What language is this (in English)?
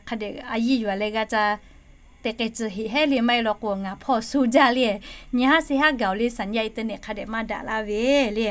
Lahu